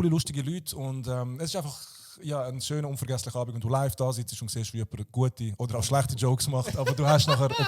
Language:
Swiss German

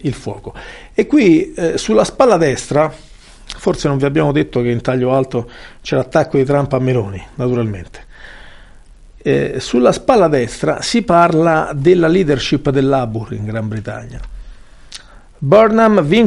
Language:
Italian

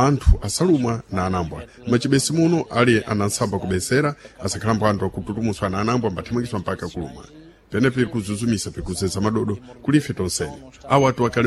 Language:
Sena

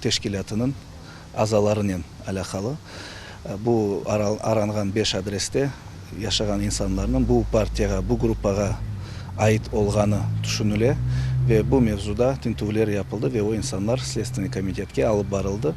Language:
Crimean Tatar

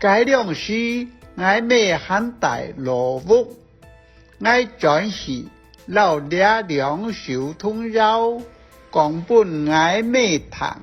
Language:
Hakka Chinese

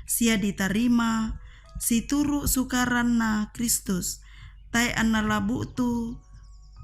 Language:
Toraja-Sa'dan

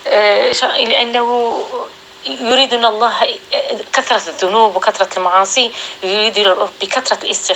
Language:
North Levantine Arabic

